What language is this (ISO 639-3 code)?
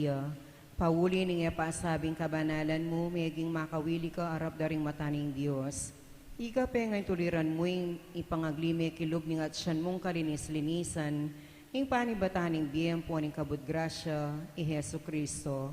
pam